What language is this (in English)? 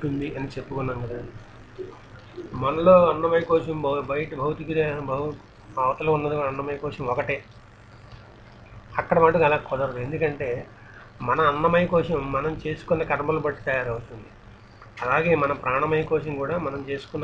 Telugu